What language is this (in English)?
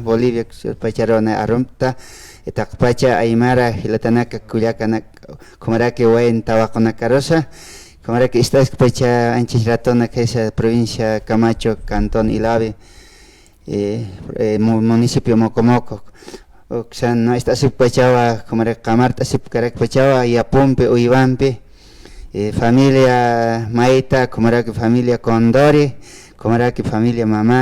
Aymara